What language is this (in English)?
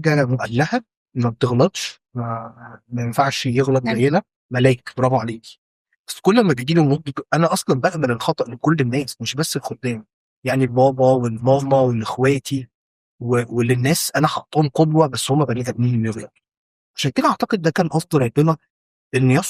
Egyptian Arabic